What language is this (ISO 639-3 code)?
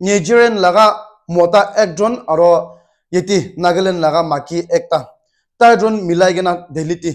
nag